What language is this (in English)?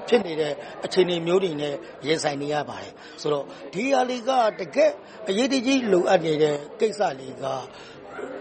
Burmese